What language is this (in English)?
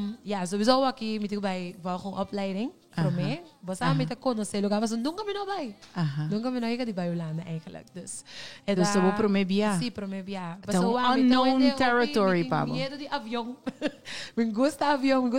Papiamento